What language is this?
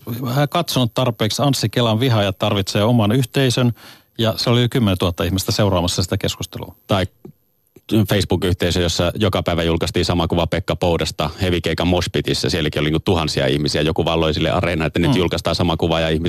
Finnish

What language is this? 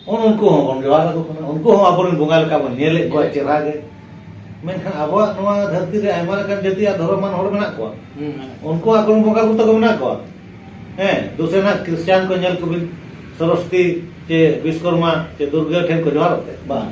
Santali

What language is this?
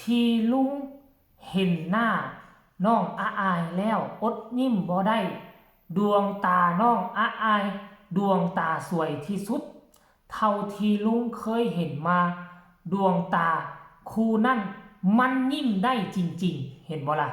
Northeastern Thai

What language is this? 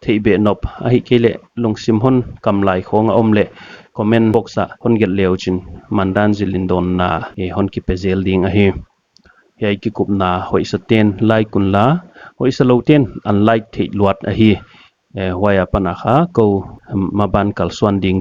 Paite Chin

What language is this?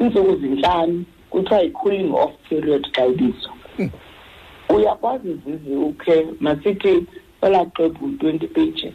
Xhosa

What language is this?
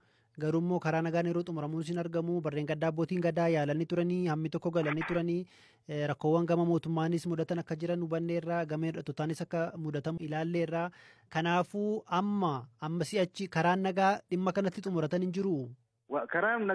Oromo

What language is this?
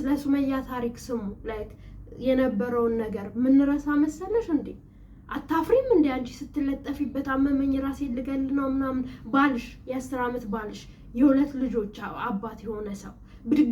Amharic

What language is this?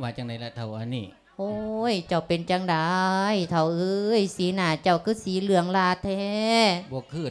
Lao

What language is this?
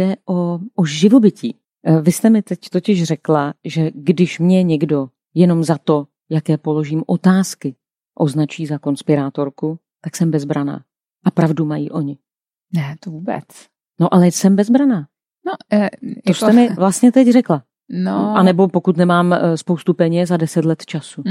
Czech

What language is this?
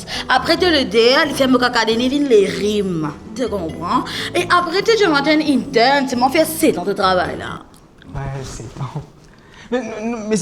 Morisyen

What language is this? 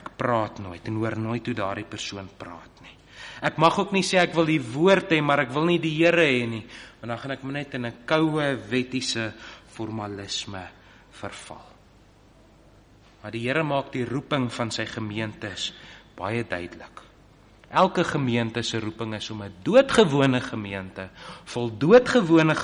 Afrikaans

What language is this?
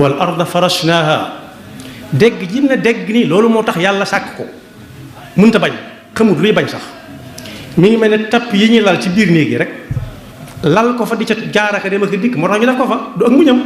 Wolof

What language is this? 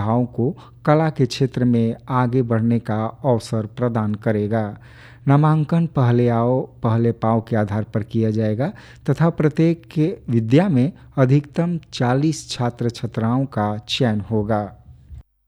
Hindi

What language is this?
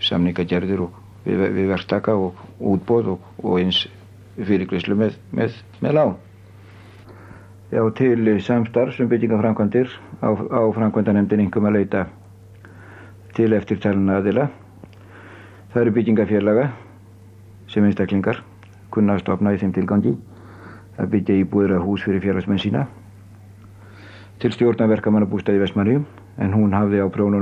Icelandic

